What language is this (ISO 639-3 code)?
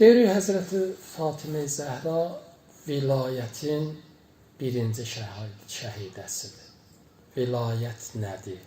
aze